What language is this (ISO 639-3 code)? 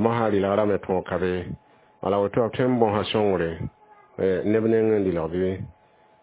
mos